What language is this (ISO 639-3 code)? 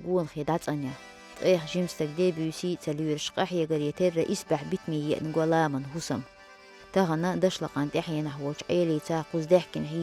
che